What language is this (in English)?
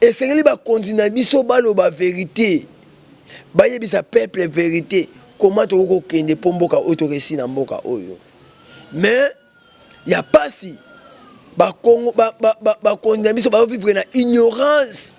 Lingala